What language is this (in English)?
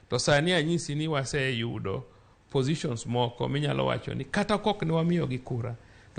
Luo (Kenya and Tanzania)